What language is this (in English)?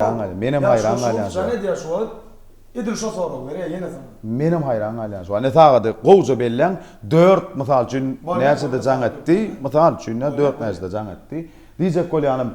Turkmen